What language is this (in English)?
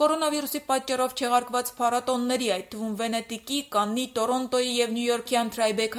Armenian